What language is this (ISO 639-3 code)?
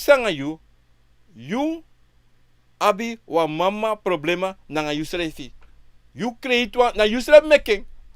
srn